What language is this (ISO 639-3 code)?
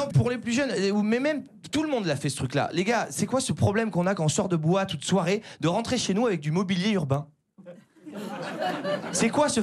fra